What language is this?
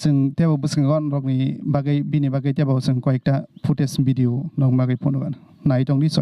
Kok Borok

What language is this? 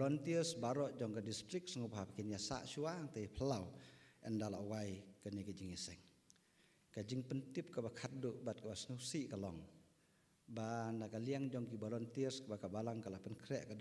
Khasi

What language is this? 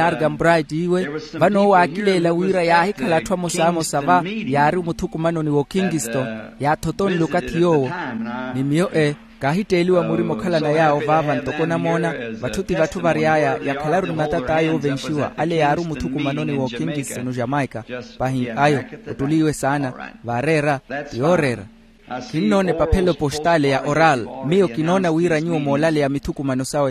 Makhuwa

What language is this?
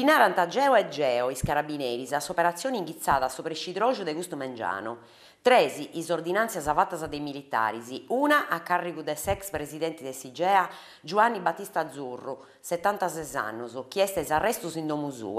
Sardinian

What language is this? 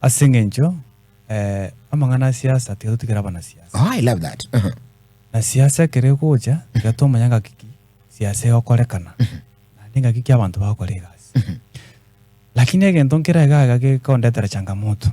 Gusii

